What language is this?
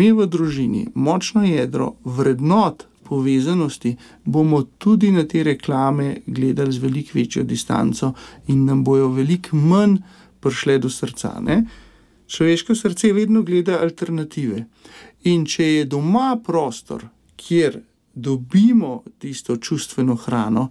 Slovenian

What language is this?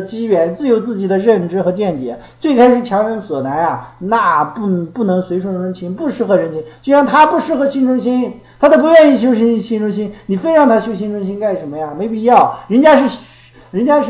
Chinese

